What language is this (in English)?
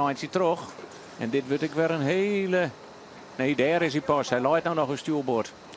Western Frisian